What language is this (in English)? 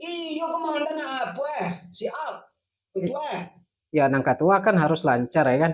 Minangkabau